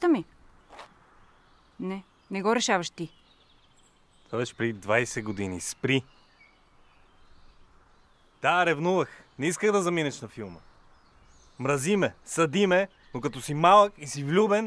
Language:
Bulgarian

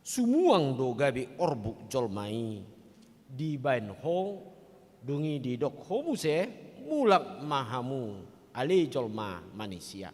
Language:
Batak Toba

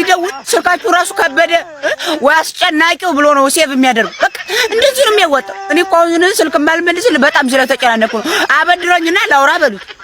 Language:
Amharic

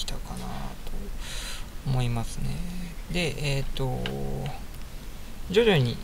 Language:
Japanese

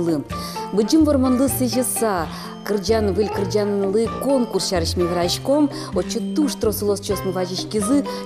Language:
Udmurt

